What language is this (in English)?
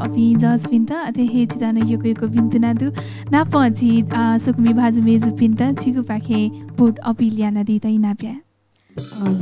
Newari